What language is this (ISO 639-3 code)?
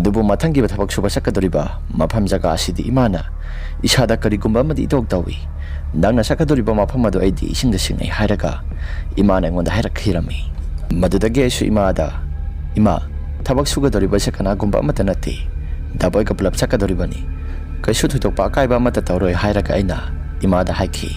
mni